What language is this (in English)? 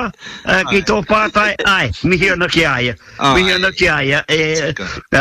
Māori